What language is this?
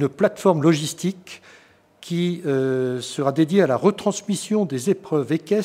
French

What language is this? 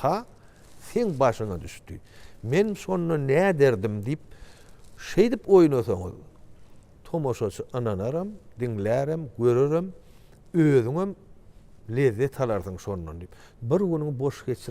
Turkmen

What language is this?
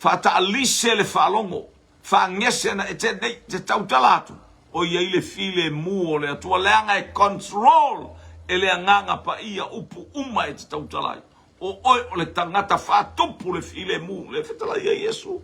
Samoan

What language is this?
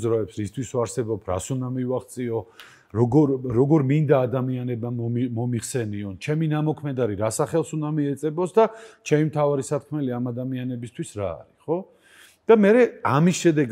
Georgian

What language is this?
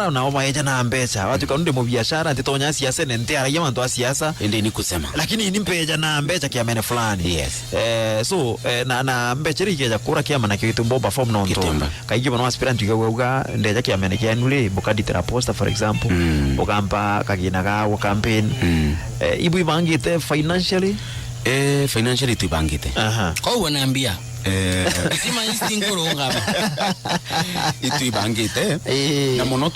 Meru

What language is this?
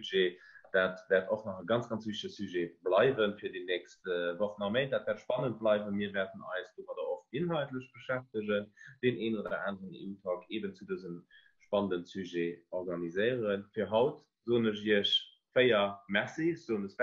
Luxembourgish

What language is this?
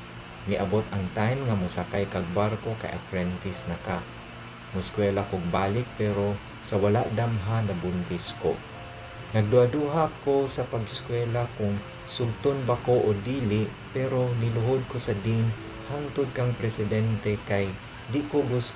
Cebuano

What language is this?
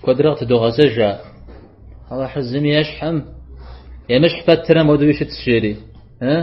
Kabardian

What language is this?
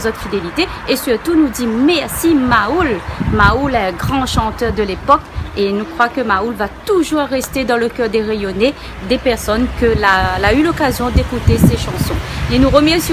Réunion Creole French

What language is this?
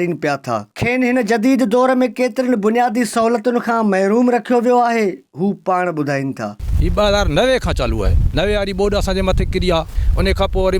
Sindhi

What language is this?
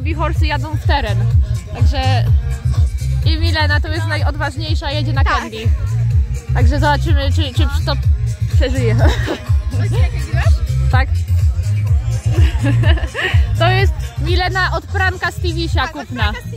Polish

